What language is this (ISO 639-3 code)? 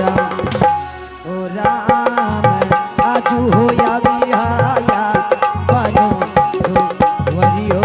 anp